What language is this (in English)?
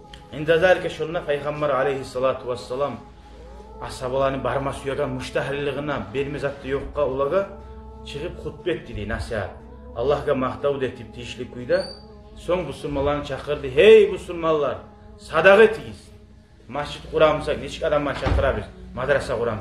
Kumyk